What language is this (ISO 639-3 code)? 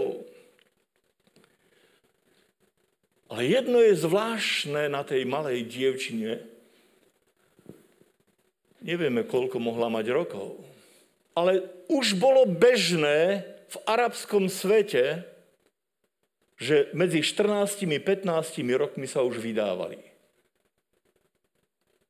slk